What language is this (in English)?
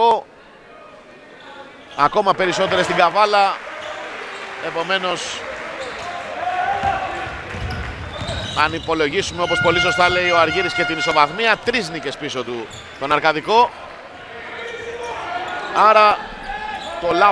Greek